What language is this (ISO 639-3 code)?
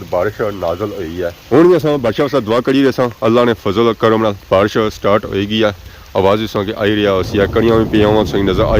phr